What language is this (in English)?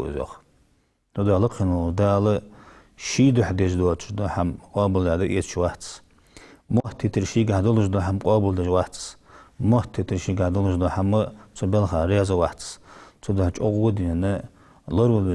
Ingush